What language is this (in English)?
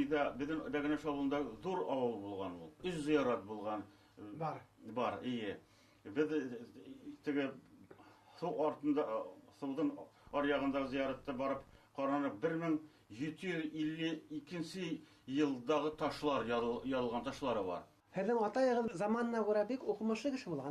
Bashkir